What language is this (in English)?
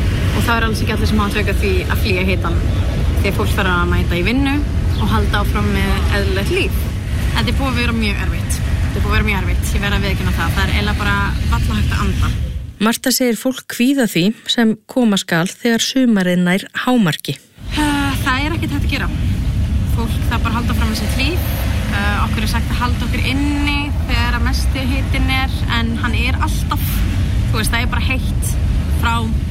Icelandic